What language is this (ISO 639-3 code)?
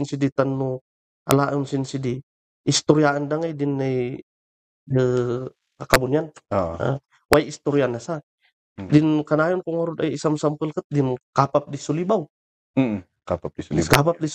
kne